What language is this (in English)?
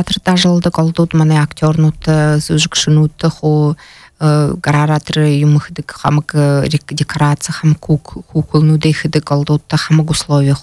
Buriat